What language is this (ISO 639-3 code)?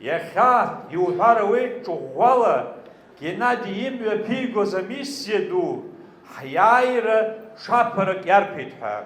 abk